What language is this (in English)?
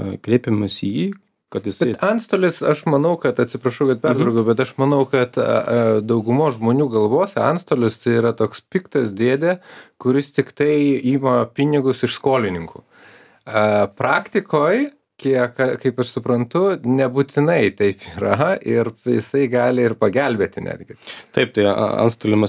Lithuanian